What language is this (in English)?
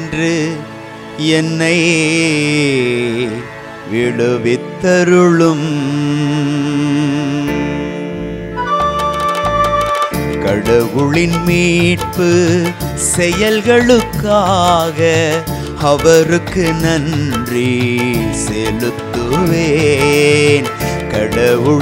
Tamil